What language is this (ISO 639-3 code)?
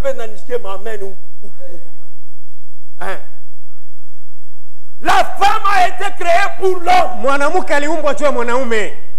swa